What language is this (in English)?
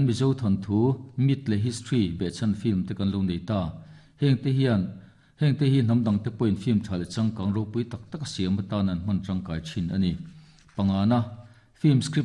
Mizo